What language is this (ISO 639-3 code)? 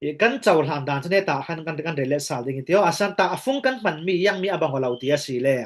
cfm